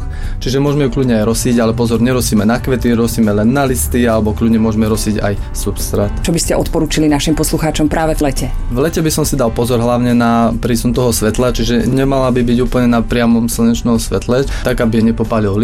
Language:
Slovak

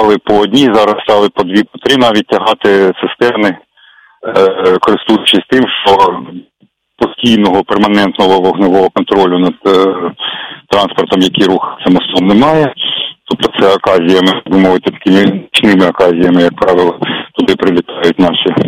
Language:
Ukrainian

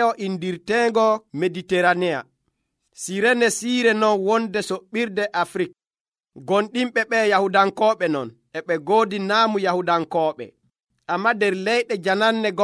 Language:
Nigerian Fulfulde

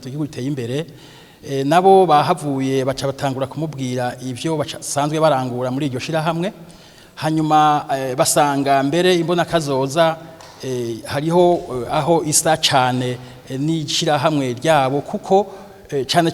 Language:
Rundi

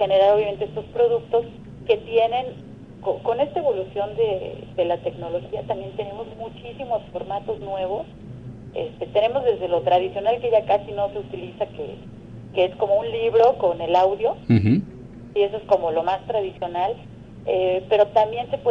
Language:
Spanish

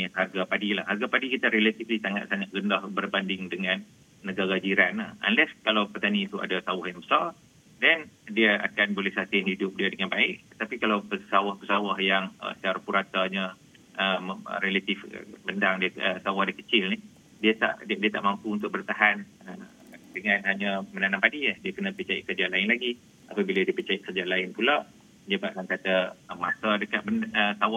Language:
Malay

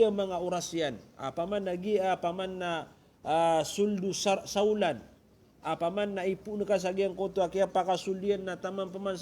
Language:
Maranao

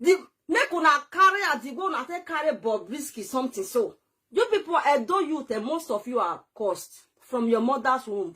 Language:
Nigerian Pidgin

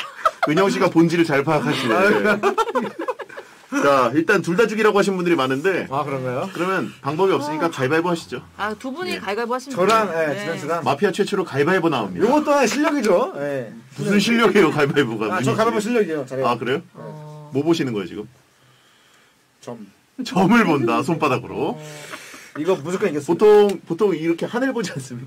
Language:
Korean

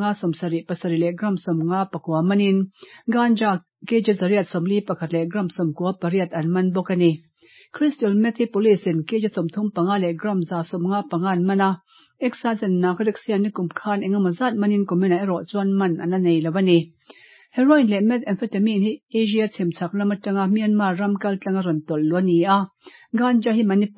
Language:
Mizo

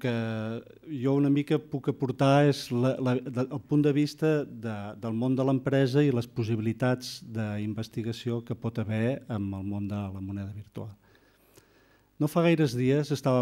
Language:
Catalan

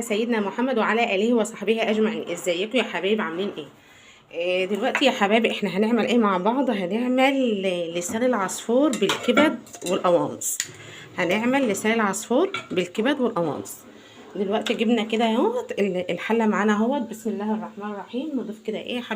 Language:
Egyptian Arabic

